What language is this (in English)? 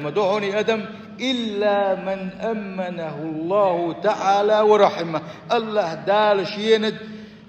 Chechen